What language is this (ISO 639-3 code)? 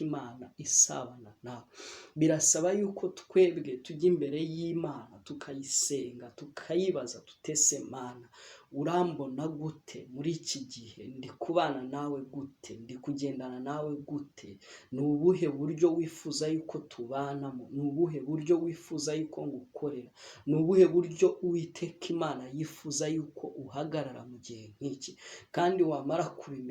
kin